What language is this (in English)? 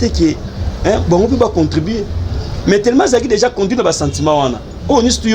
Lingala